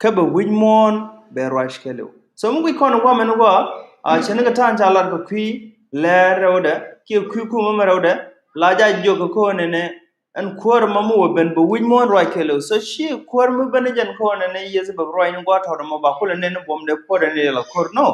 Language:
Nuer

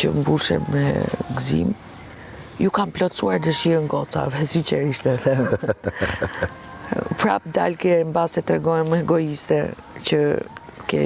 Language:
Albanian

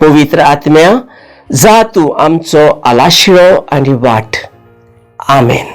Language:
Konkani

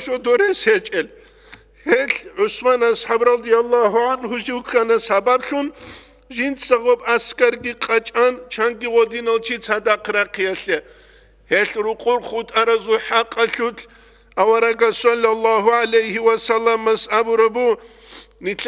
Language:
Avaric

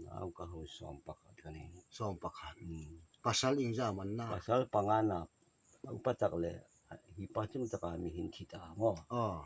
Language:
Hmar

